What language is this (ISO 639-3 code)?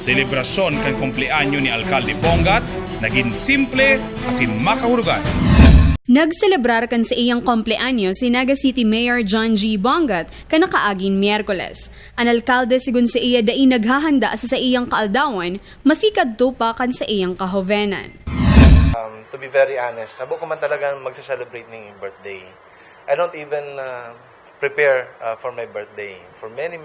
bik